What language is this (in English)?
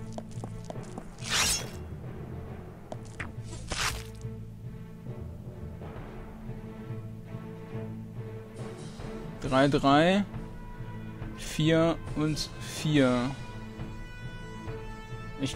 German